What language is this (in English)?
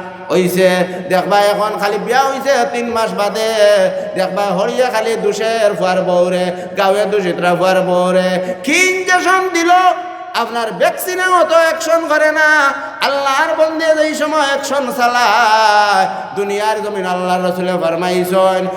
Sylheti